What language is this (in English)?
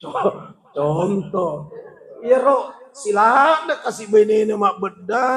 Buginese